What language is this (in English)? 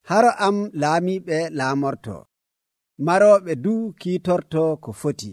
Nigerian Fulfulde